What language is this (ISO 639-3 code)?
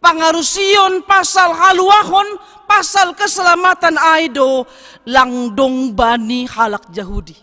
bts